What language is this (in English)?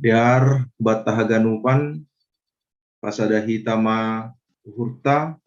Batak Simalungun